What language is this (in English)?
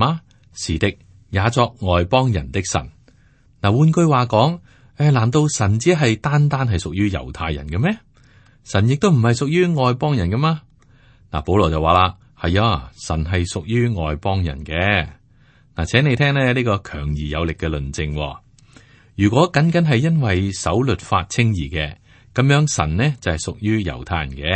Cantonese